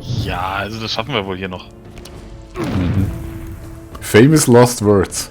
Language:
Swiss German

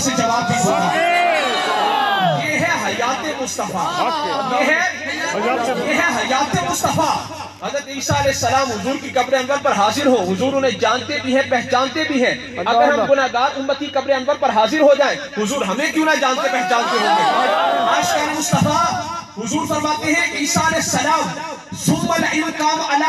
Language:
Urdu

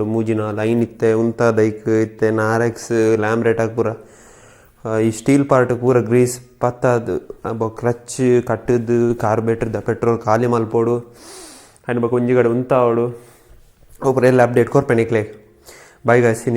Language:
Tulu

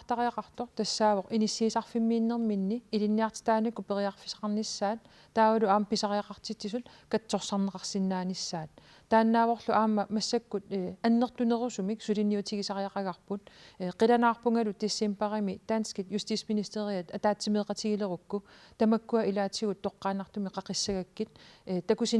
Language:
Kalaallisut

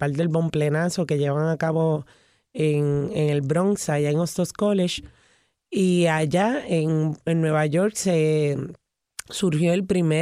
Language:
Spanish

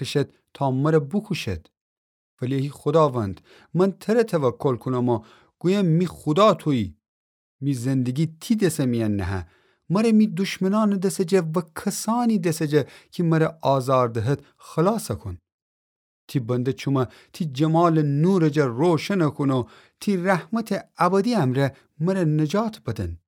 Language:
Gilaki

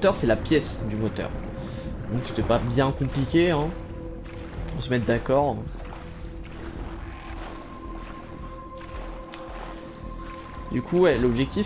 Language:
French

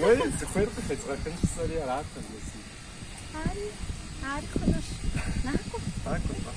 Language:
Kabardian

